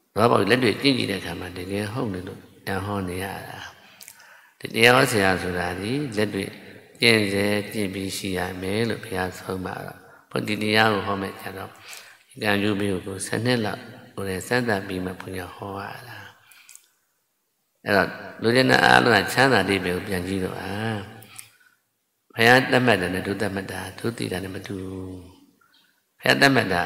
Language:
Burmese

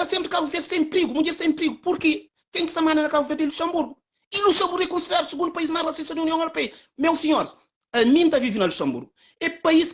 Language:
Kabuverdianu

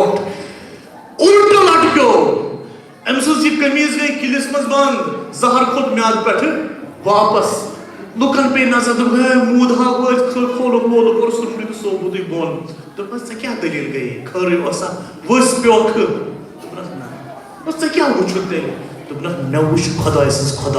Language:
Kashmiri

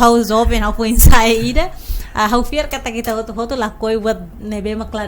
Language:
Tetum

